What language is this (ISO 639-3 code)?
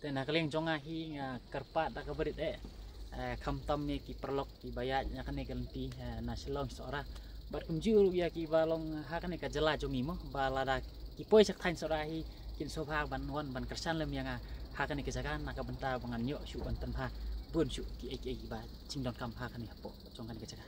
kha